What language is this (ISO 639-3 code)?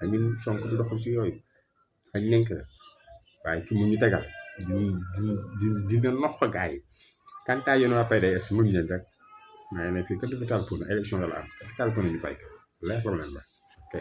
wol